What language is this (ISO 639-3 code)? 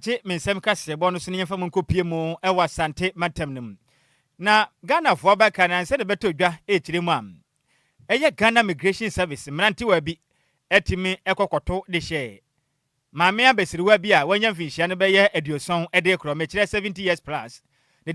aka